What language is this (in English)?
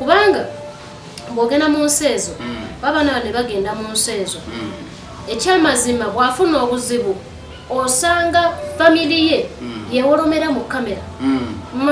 Ganda